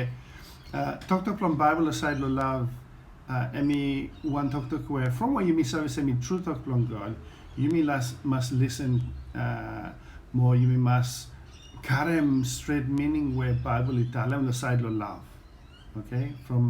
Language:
Bislama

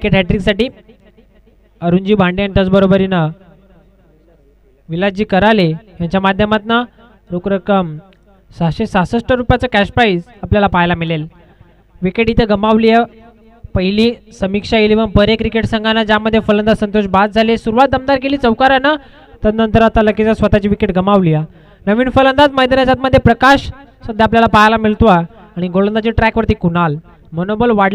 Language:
Marathi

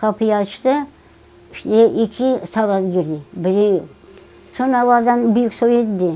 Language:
Crimean Tatar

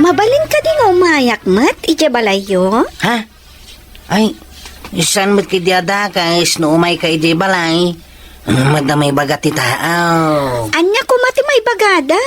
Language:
Iloko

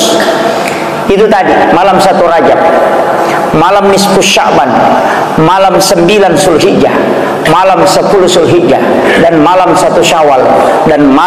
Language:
Buginese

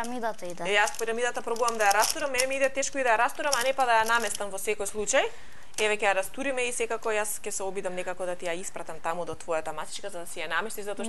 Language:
Macedonian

